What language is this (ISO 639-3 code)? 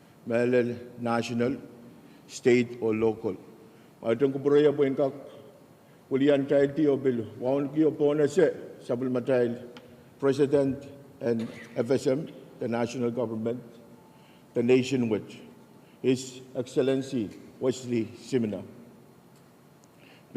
pon